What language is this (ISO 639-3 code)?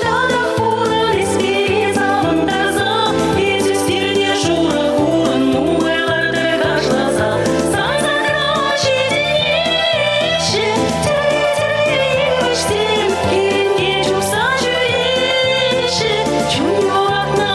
chv